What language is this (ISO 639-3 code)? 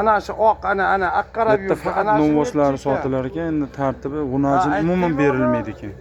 uzb